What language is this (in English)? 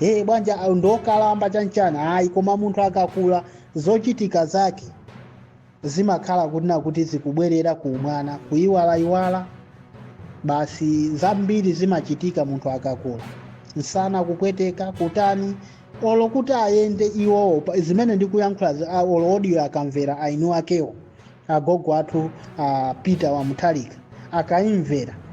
Nyanja